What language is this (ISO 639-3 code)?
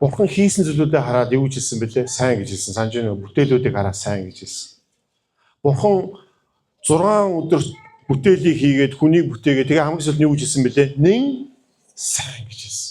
mon